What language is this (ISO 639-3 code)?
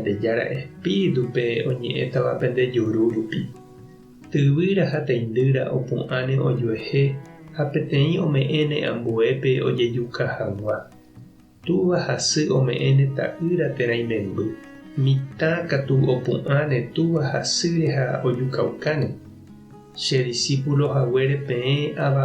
grn